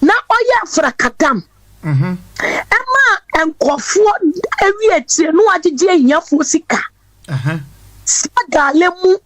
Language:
Akan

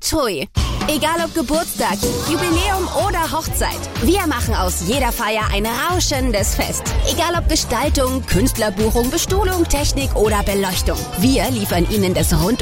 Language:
German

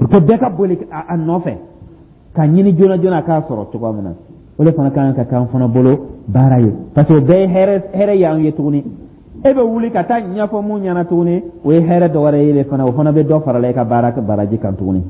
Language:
Dyula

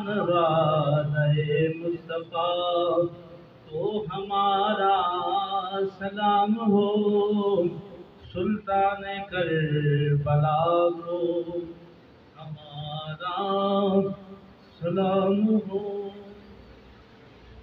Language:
Urdu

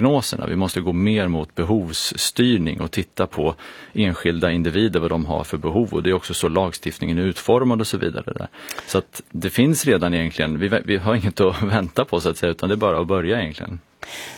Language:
Swedish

